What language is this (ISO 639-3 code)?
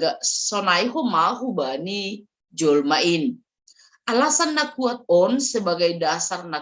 bts